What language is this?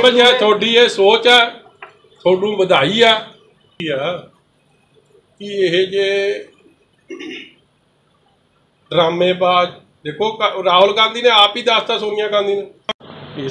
Punjabi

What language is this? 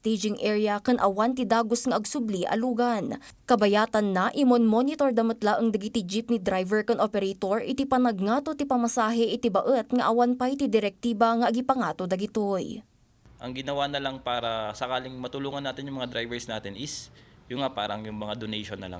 Iloko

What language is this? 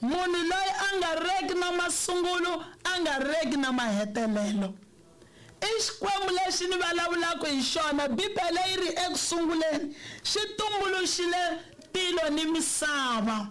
Tsonga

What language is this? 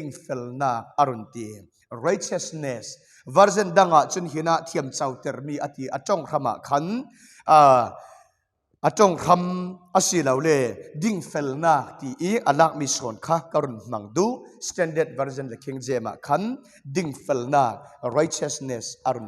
Falam Chin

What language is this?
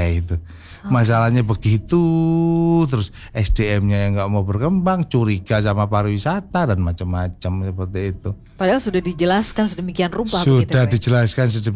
Indonesian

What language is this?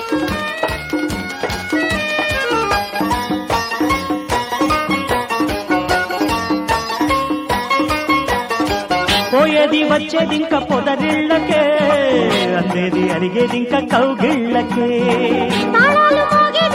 Telugu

